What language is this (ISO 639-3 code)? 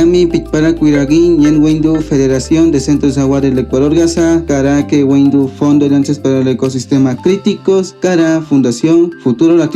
kwi